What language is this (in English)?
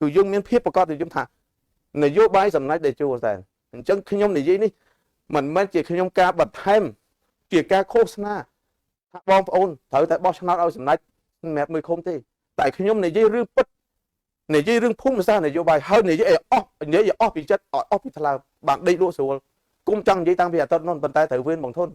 Khmer